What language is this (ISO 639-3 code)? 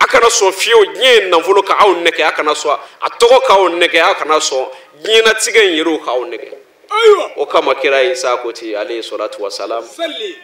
bam